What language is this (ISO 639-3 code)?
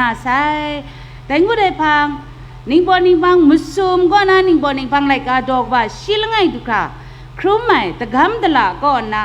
kac